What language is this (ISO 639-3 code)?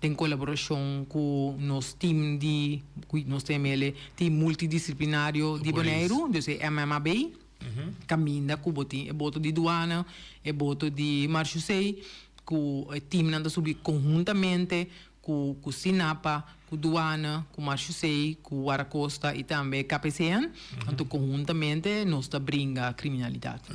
pap